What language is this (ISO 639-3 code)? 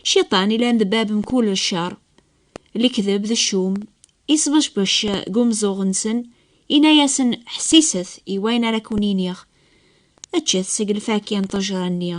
kab